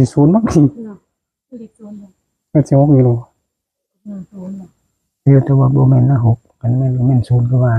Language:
Northeastern Thai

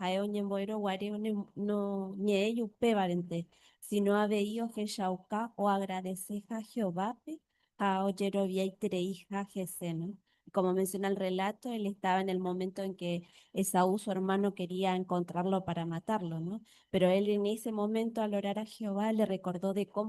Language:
Guarani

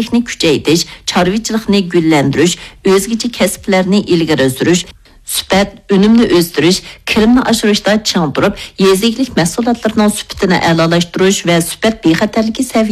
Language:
Uyghur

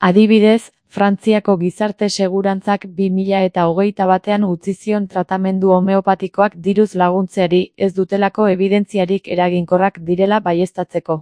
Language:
Basque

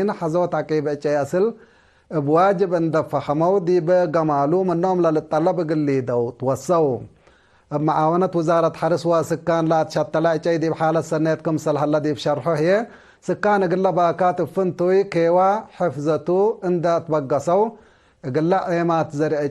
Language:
Tigre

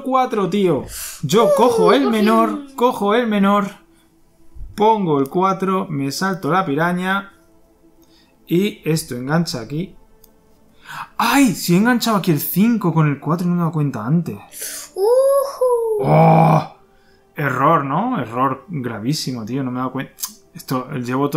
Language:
Spanish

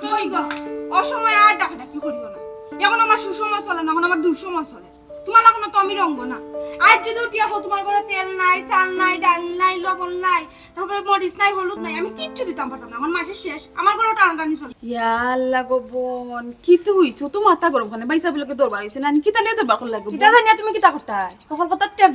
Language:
Sylheti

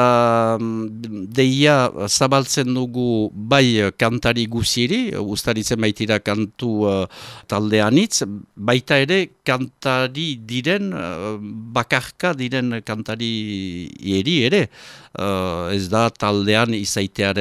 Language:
Basque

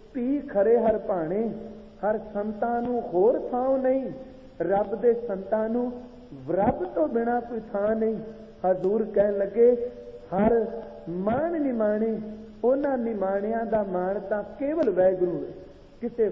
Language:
Punjabi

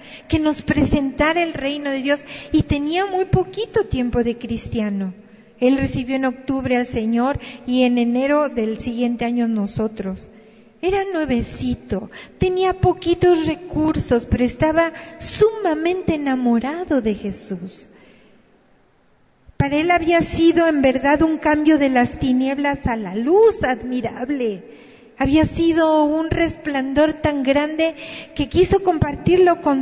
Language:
Spanish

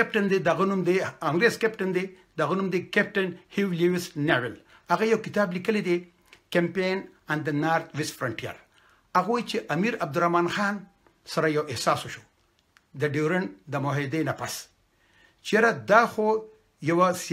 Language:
Pashto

